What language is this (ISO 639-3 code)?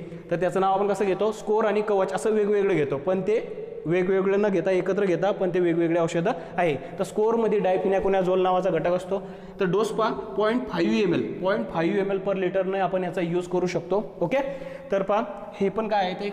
mar